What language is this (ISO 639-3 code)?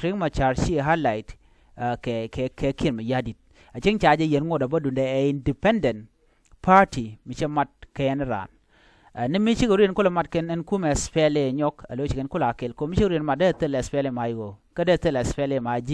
nus